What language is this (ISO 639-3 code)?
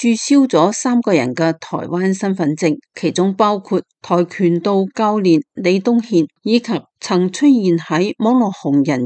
yue